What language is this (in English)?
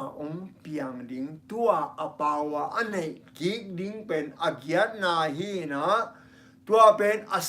Tedim Chin